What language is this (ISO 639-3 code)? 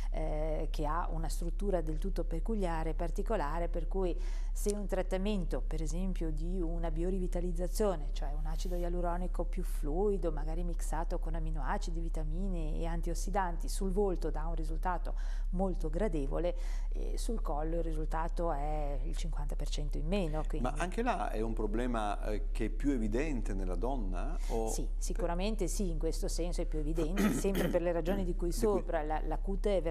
ita